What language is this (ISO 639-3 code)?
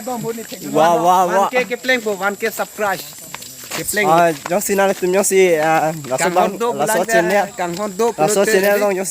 mjw